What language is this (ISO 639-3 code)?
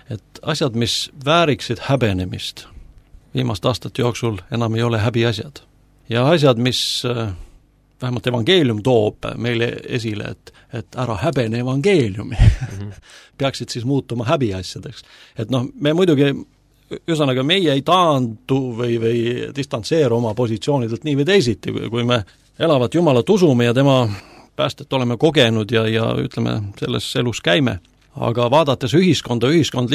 est